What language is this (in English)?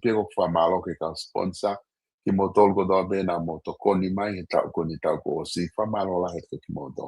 Tongan